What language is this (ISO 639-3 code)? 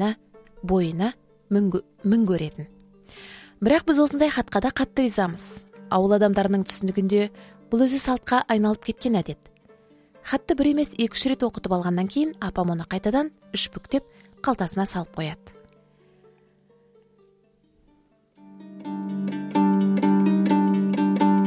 kaz